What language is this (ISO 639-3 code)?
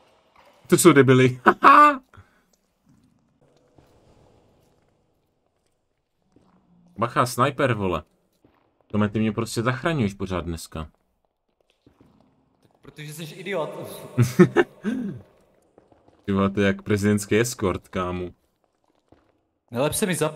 ces